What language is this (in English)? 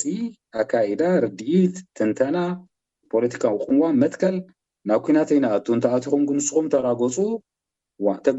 Tigrinya